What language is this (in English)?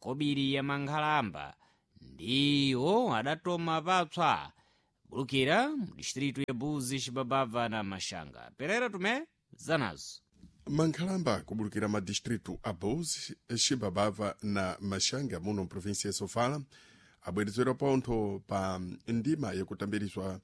Sena